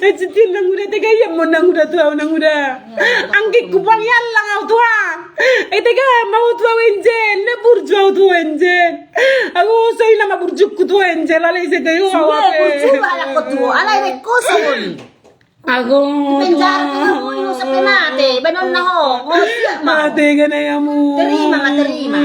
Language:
Batak Toba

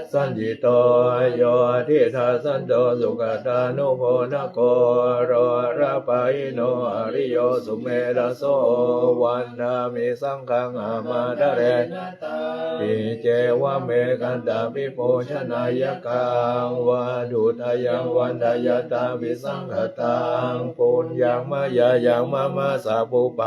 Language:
Pali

